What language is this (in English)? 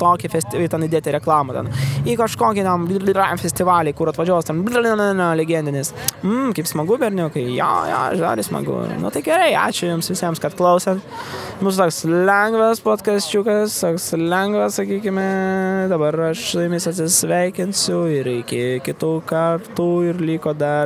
Lithuanian